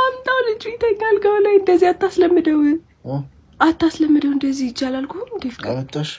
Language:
Amharic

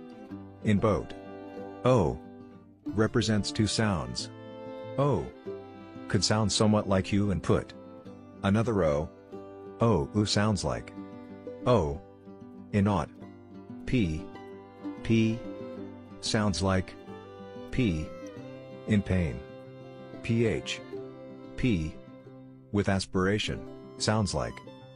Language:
Tswana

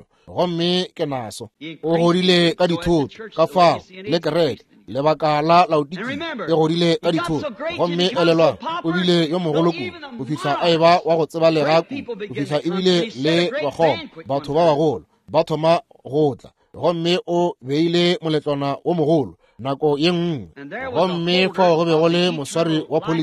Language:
Northern Sotho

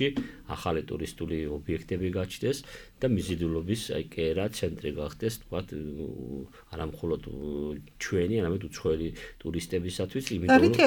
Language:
Georgian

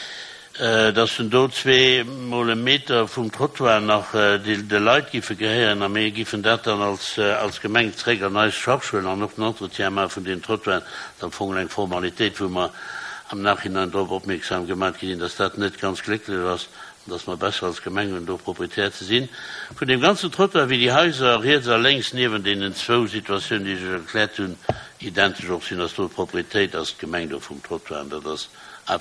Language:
Luxembourgish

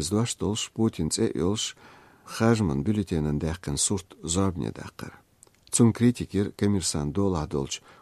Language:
Chechen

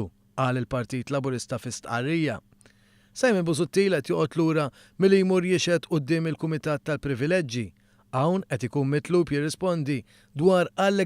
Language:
Maltese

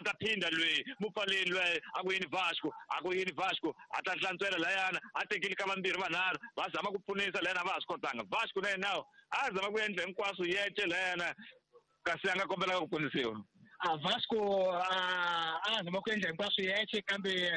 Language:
Tsonga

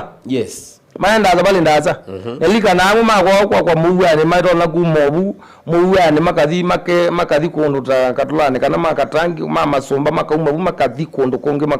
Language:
Kamba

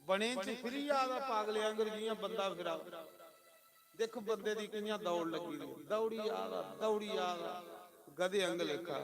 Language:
Dogri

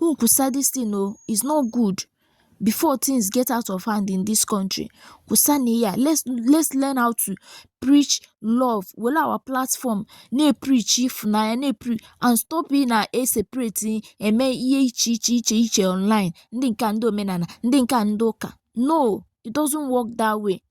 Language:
Igbo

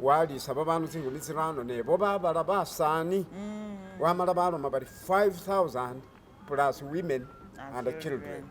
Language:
Masaaba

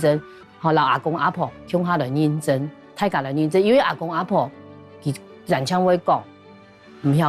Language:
Hakka Chinese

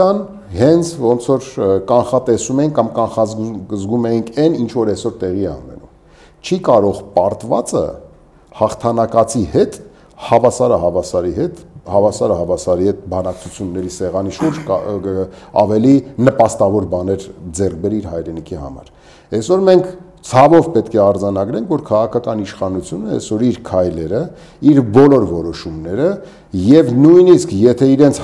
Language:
Armenian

